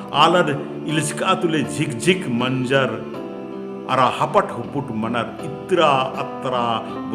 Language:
Kurukh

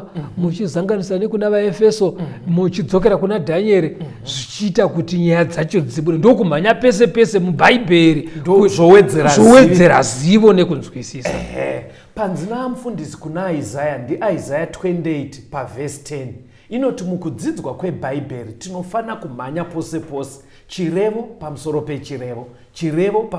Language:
Shona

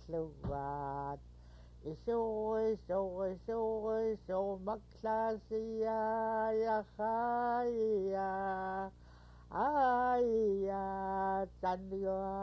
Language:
Central Yupik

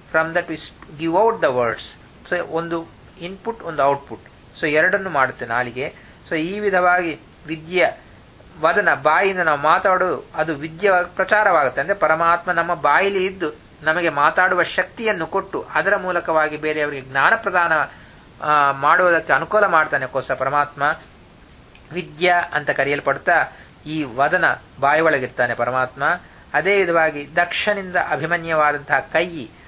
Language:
Kannada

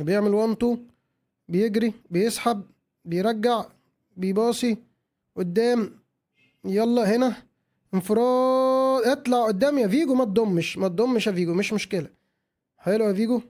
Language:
Egyptian Arabic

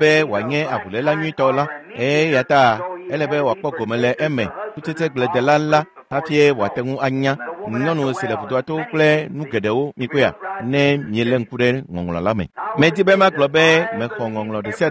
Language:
Ewe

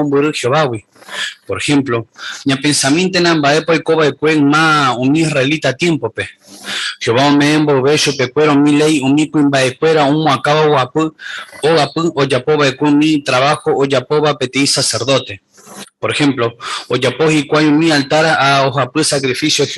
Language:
Guarani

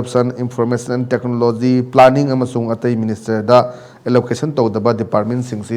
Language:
Manipuri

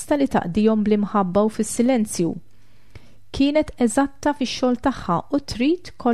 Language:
Maltese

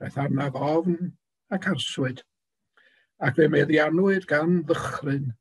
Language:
Welsh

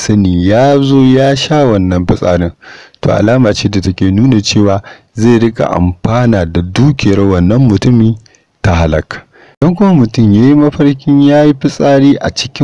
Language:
Hausa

